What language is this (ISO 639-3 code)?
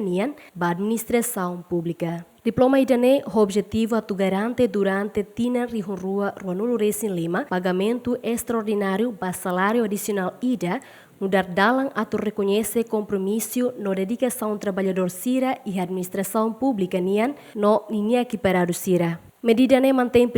tet